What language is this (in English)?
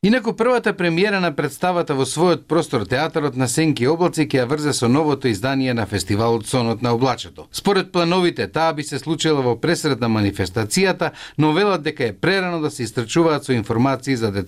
Macedonian